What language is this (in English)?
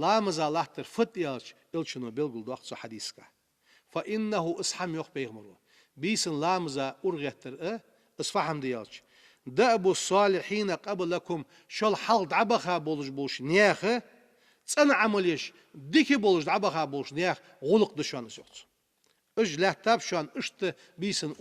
Ingush